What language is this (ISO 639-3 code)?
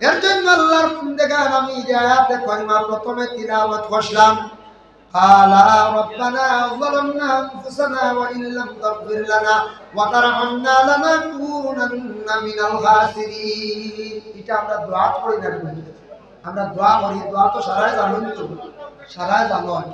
syl